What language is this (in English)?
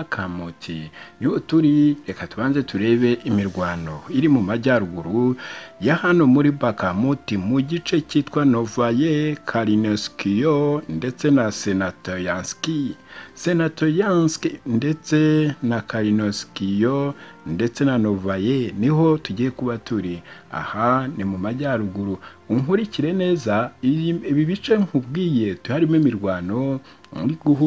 Kinyarwanda